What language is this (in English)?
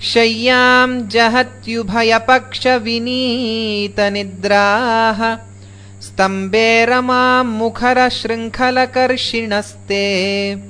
Sanskrit